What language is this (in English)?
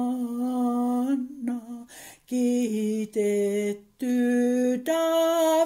Finnish